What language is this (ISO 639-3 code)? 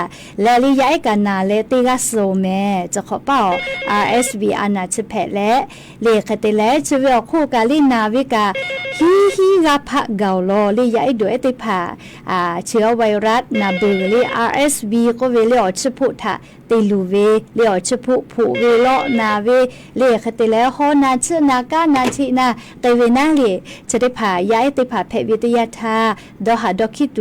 lhu